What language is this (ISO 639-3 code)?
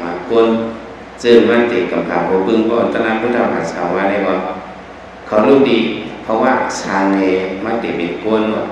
shn